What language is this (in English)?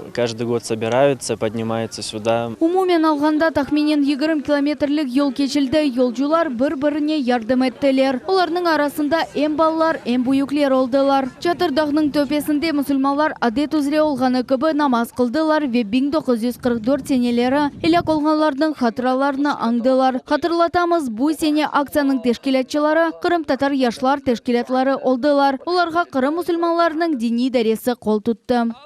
Crimean Tatar